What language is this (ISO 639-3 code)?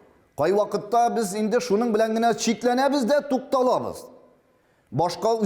tat